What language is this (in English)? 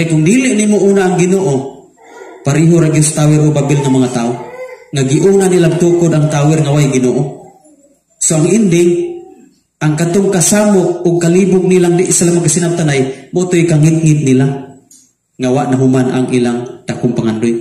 Cebuano